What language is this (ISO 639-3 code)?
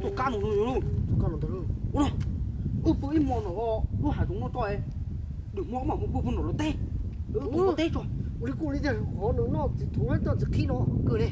hmn